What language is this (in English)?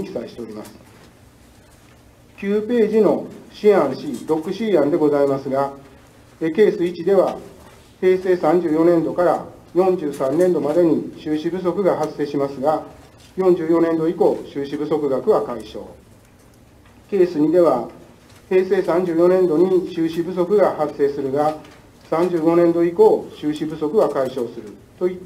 Japanese